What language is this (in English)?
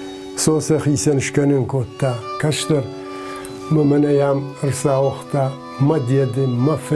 Ossetic